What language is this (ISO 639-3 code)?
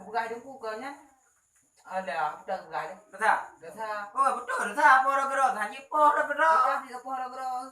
ace